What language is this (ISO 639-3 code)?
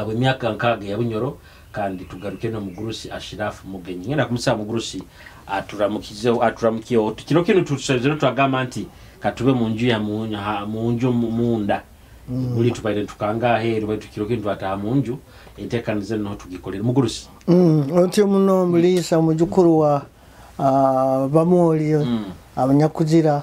nyo